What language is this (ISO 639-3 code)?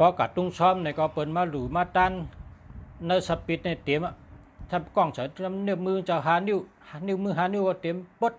shn